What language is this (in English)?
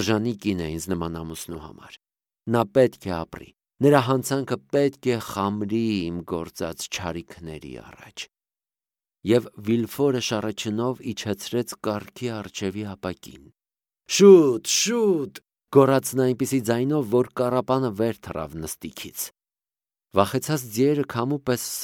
Armenian